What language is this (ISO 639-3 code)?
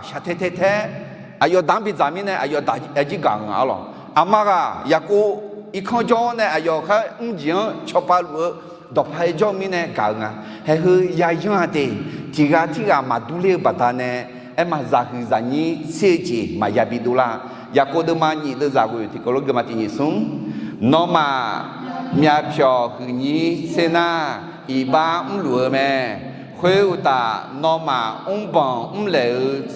ahk